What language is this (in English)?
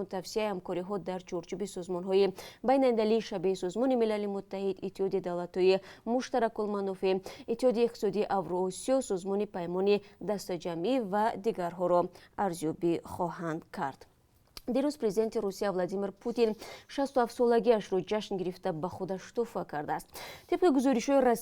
Tajik